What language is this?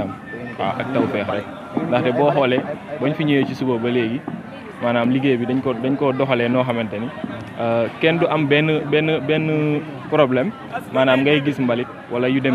Wolof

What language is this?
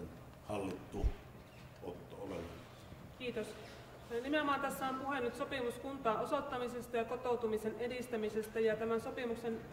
Finnish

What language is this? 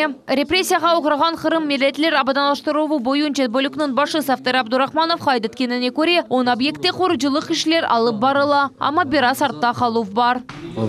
Crimean Tatar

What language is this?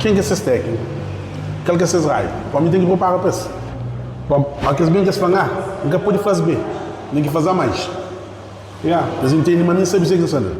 Kabuverdianu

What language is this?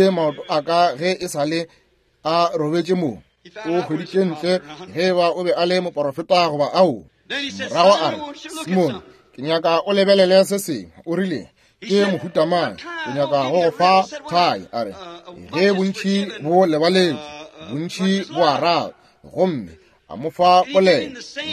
Northern Sotho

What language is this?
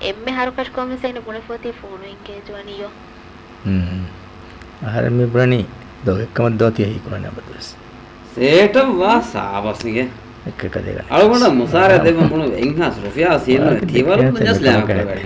Divehi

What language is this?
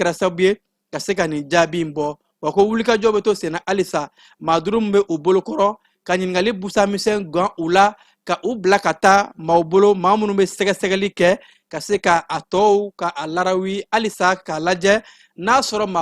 Bambara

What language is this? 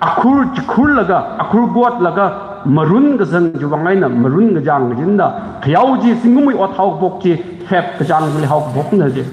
Tangkhul Naga (India)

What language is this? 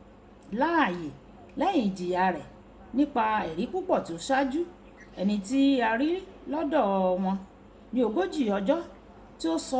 Yoruba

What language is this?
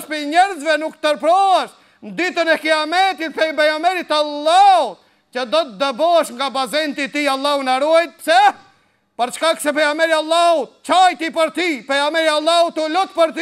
Albanian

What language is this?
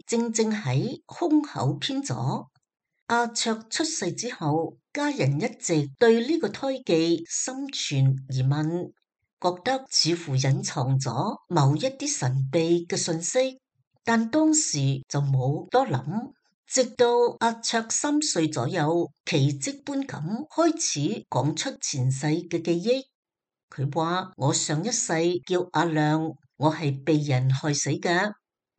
Cantonese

